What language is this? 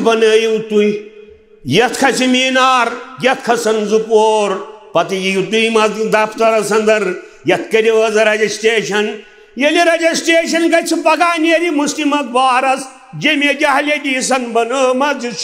Kashmiri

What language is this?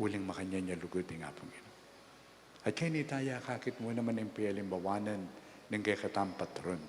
Pampanga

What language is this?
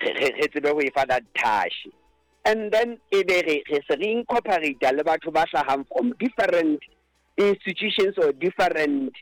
Southern Sotho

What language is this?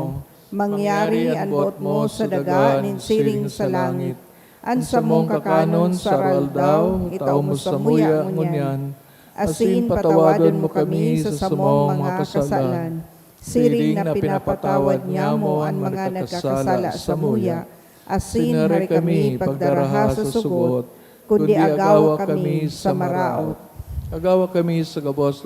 Bikol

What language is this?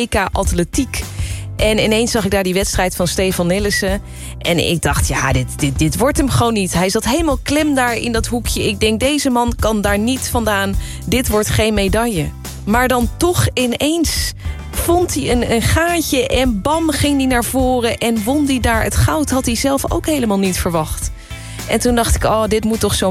Dutch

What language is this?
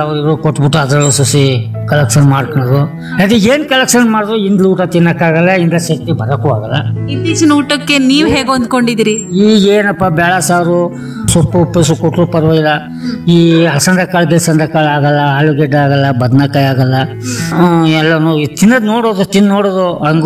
Kannada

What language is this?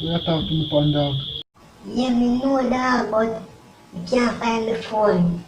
Jamaican Creole English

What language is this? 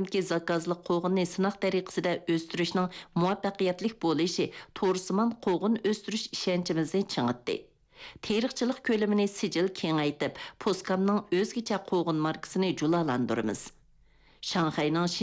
Uyghur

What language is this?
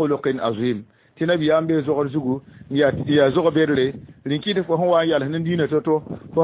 Mossi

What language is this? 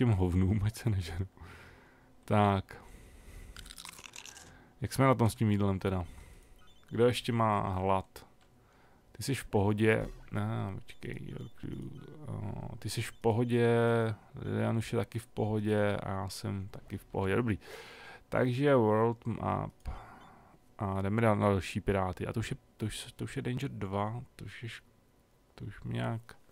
Czech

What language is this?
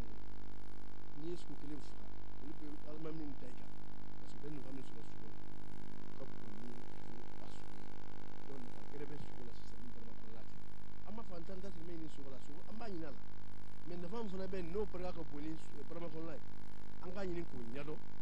Bambara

